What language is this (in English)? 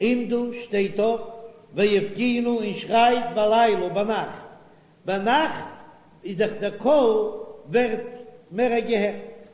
Yiddish